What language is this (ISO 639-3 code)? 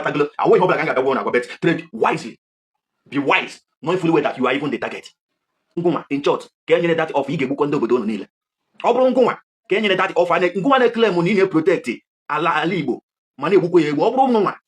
ibo